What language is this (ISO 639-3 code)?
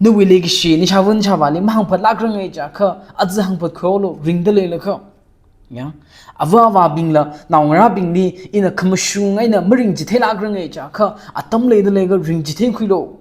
nmf